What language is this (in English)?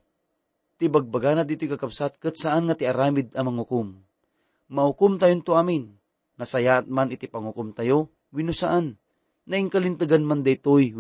Iloko